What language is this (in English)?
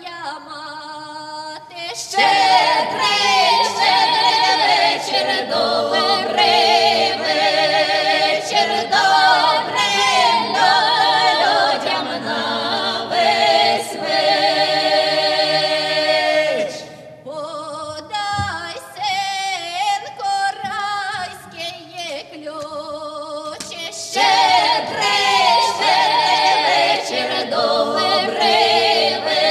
Ukrainian